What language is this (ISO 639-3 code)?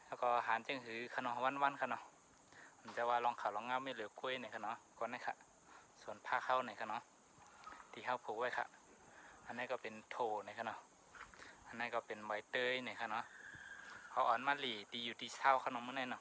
shn